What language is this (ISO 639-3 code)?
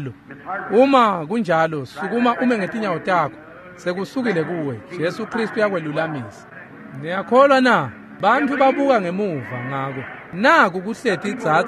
ssw